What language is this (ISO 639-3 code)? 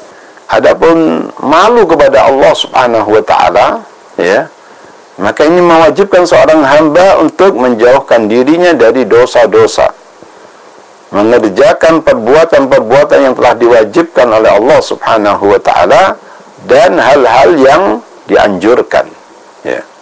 ind